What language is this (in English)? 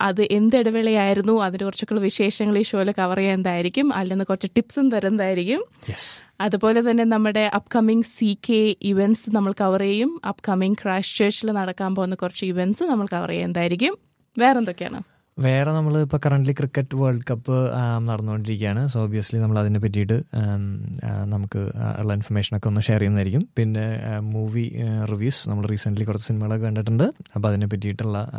Malayalam